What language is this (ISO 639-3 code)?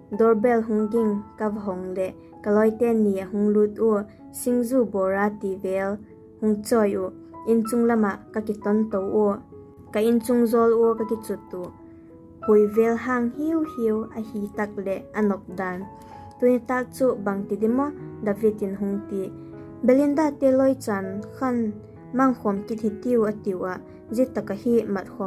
vap